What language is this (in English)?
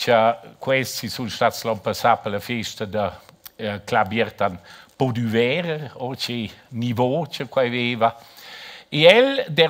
Romansh